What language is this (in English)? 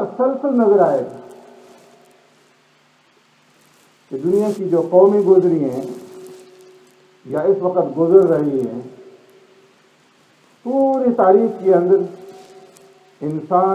Urdu